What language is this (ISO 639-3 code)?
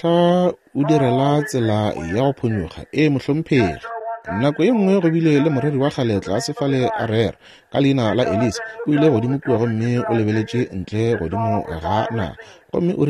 nso